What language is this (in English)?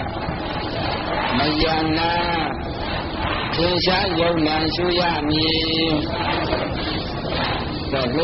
Burmese